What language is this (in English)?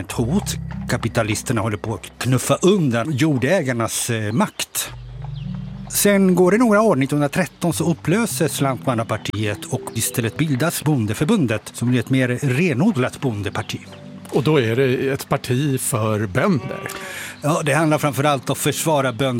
Swedish